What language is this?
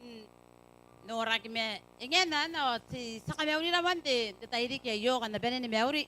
Gilbertese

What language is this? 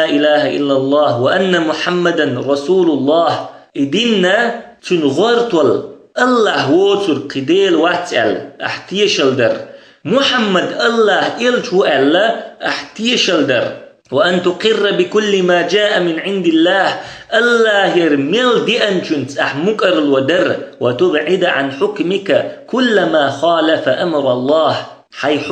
Chechen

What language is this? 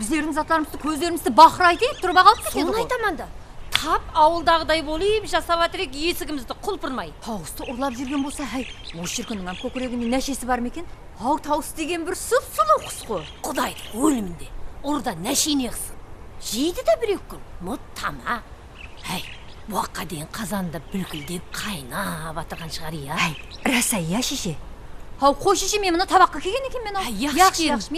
Kara-Kalpak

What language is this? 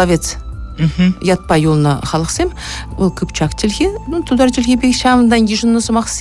Chuvash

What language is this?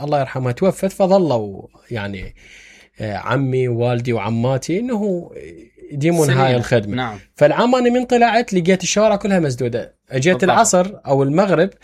Mesopotamian Arabic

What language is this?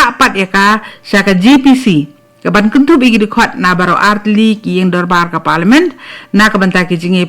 Khasi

